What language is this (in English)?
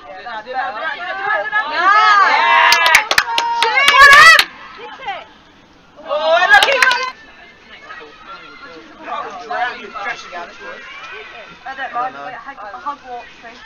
English